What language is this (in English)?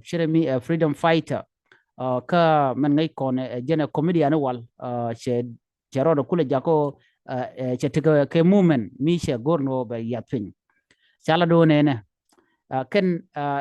Nuer